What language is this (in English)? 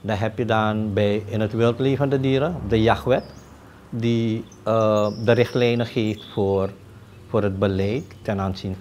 Dutch